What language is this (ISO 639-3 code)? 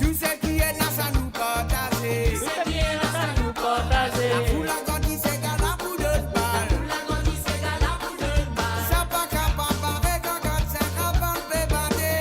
mfe